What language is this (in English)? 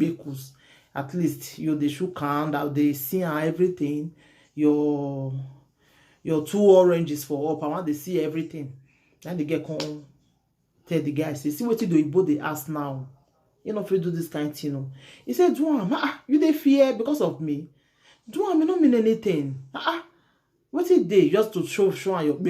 Nigerian Pidgin